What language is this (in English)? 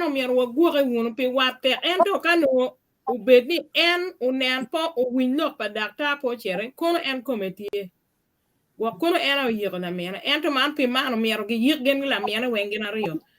Acoli